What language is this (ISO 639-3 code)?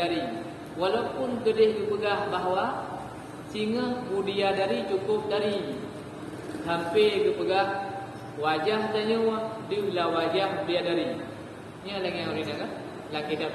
ace